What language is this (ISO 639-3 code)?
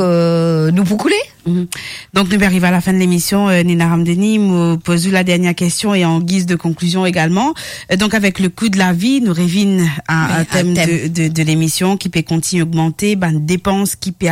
mfe